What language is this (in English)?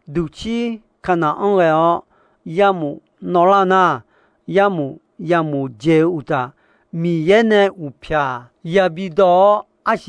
Akha